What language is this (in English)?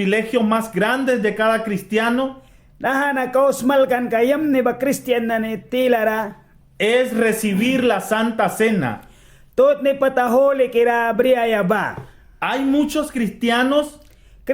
Mískito